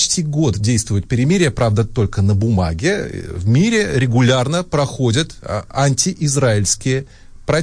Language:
Russian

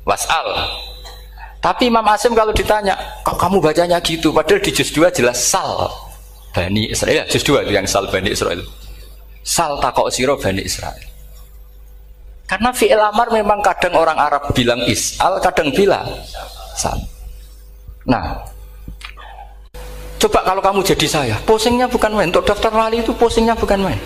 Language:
Indonesian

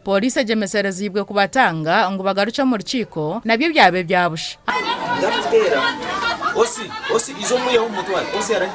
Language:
Nyankole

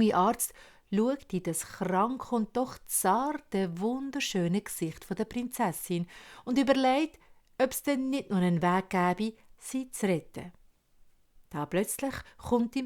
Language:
Swiss German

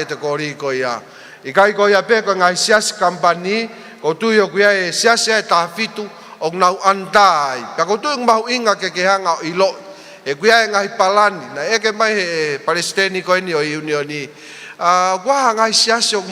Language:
Tongan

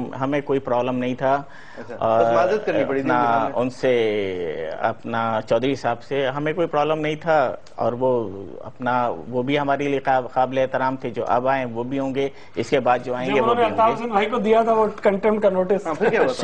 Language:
Urdu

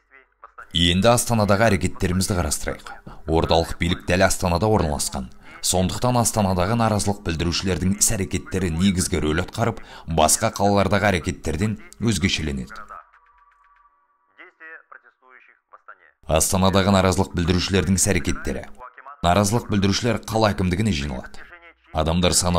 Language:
Kazakh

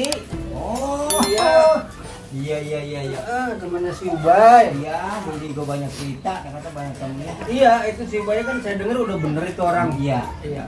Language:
Betawi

